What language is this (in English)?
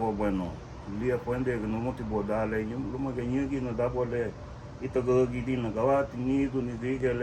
Garifuna